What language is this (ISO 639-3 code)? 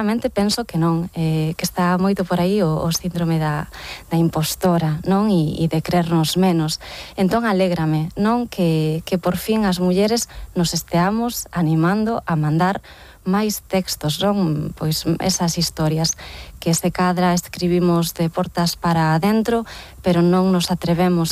glg